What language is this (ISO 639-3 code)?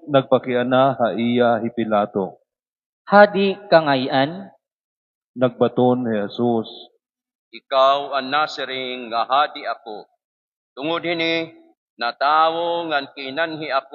war